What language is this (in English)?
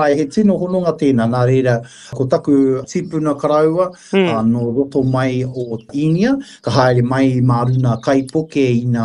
Māori